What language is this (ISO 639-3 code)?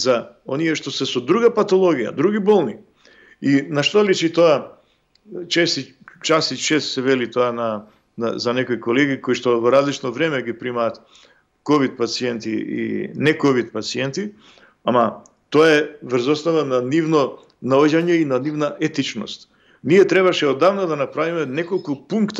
mkd